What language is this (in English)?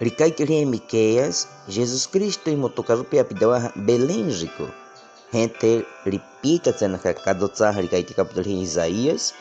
Baniwa